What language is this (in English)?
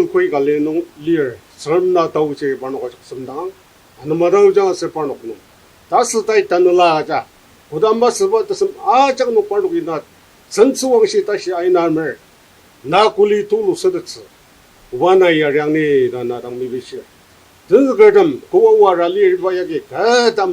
Ao Naga